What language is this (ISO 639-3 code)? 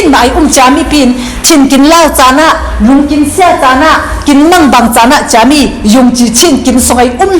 cfm